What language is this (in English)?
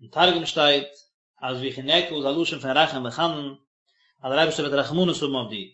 Yiddish